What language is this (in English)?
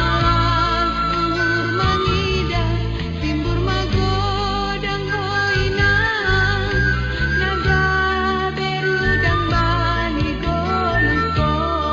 Batak Simalungun